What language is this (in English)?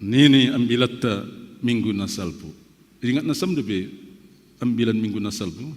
Batak Simalungun